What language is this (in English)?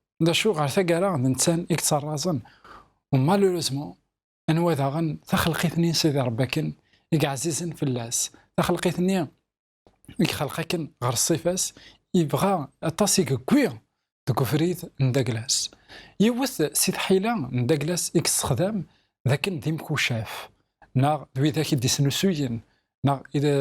Kabyle